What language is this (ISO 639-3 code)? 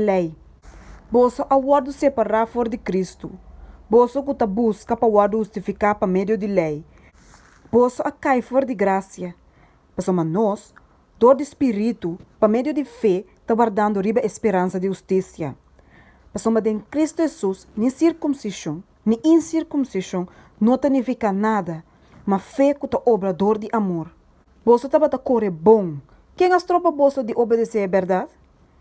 pap